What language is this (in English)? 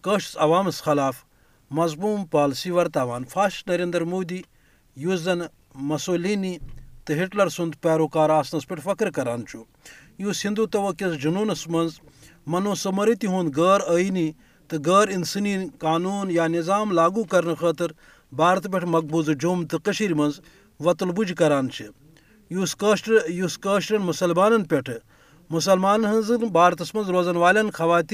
Kashmiri